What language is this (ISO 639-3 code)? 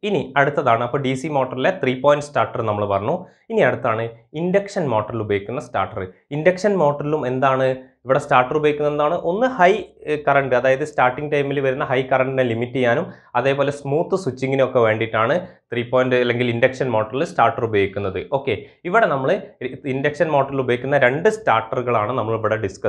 mal